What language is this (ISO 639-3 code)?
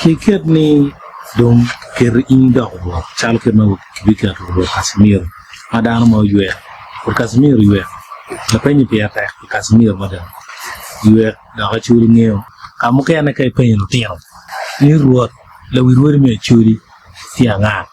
ach